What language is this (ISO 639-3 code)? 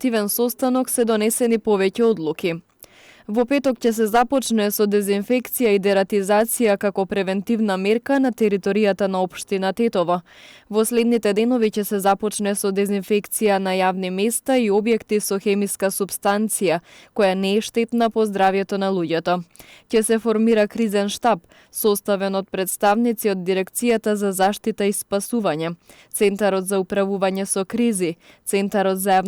mkd